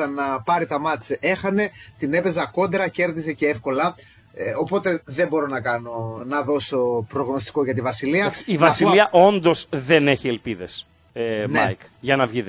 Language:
Greek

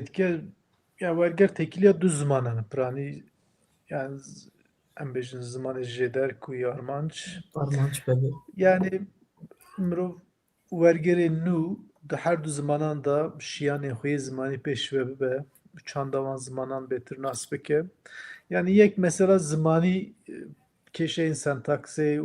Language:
Kurdish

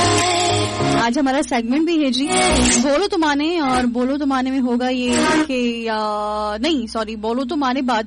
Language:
Urdu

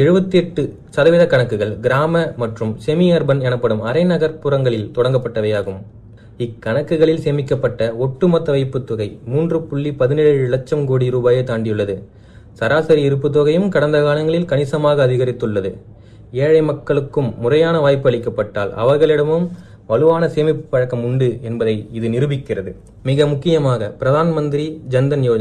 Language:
Tamil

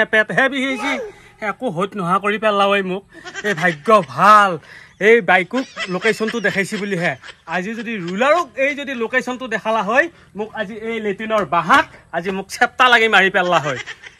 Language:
Assamese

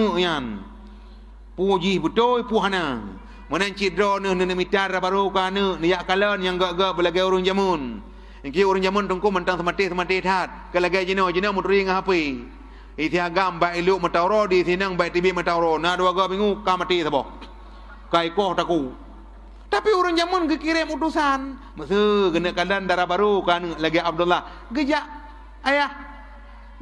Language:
Achinese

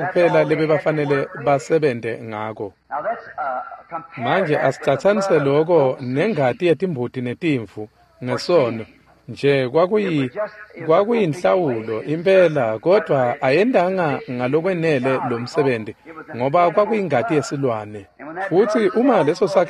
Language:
Swati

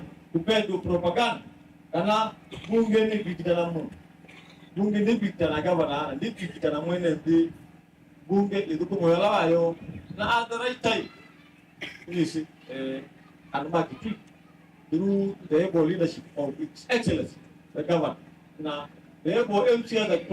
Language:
Kamba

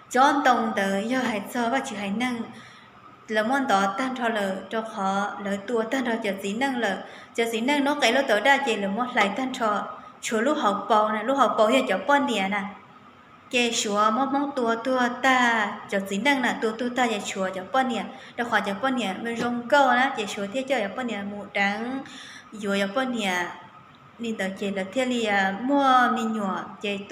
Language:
Hmong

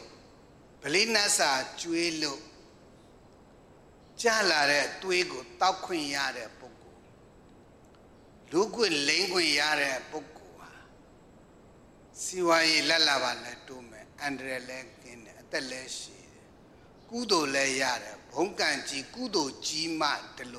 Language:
Burmese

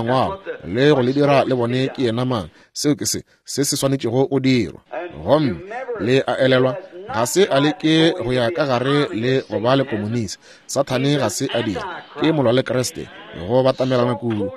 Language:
Northern Sotho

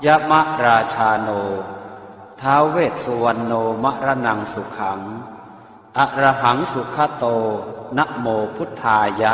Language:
Pali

